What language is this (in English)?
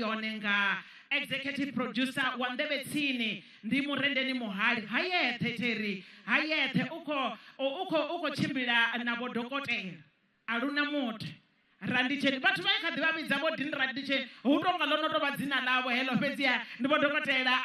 Venda